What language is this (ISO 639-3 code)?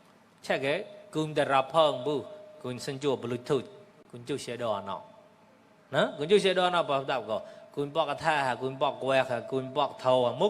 mnw